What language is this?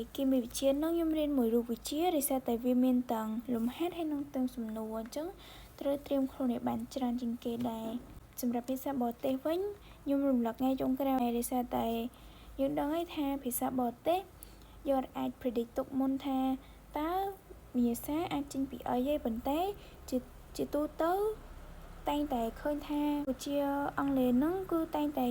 Khmer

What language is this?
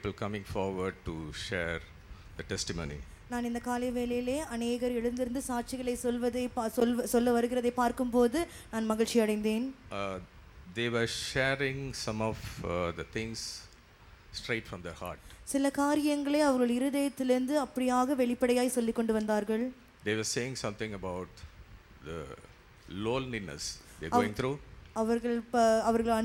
Tamil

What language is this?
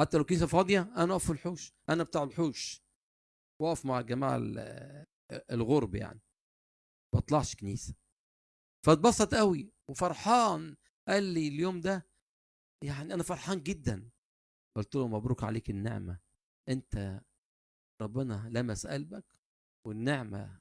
Egyptian Arabic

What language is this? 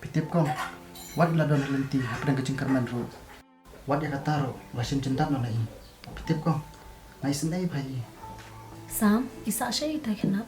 Khasi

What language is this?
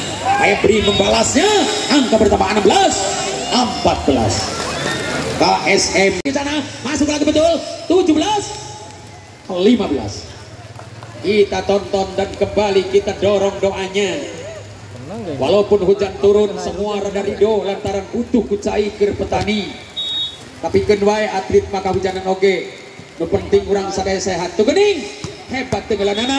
Indonesian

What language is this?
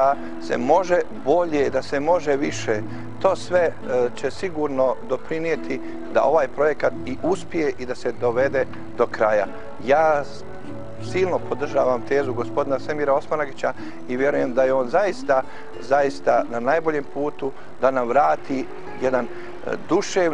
Bosnian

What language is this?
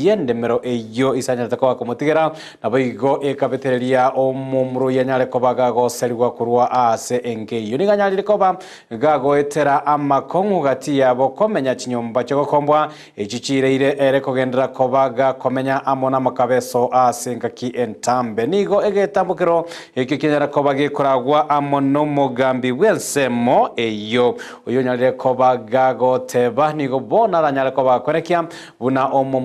Gusii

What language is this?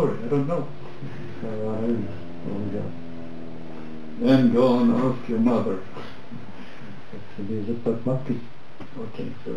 Czech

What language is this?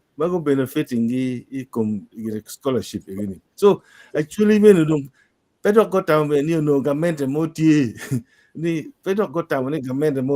Acoli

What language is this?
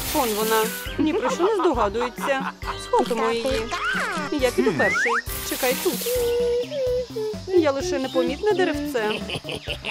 Ukrainian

